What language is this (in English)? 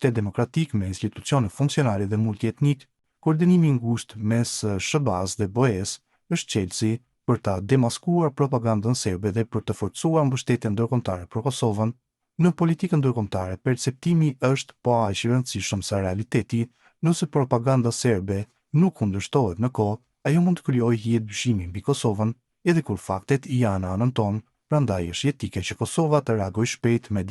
Albanian